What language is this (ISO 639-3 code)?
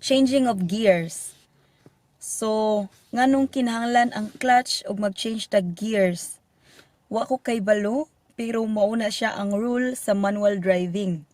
ceb